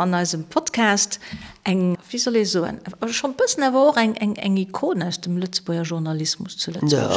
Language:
Luxembourgish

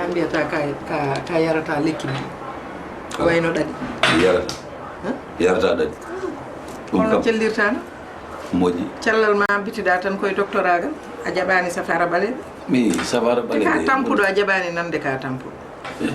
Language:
Fula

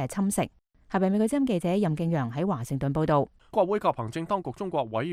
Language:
Cantonese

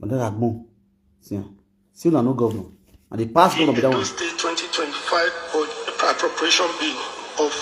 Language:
Nigerian Pidgin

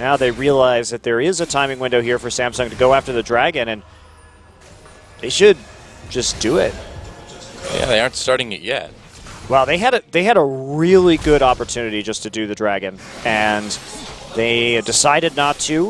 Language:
English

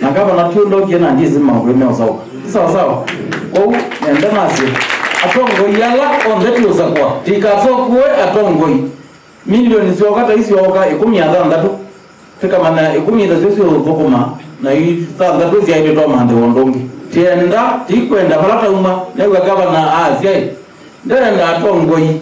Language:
Kamba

